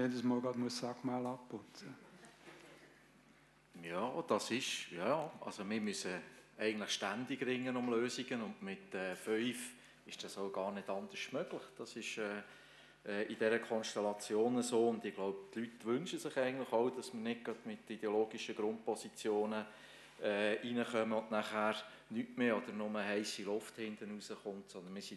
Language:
German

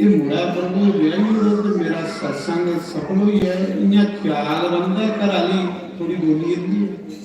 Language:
Dogri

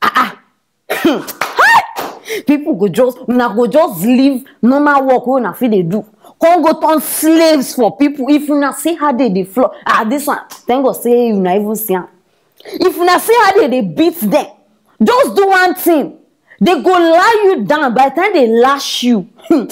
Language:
Nigerian Pidgin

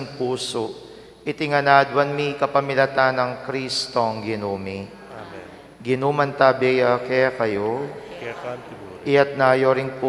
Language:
Pampanga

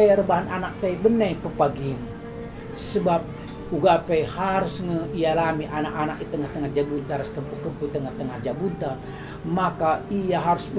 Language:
Batak Karo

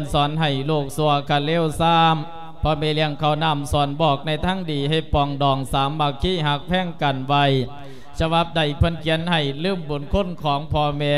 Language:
Lao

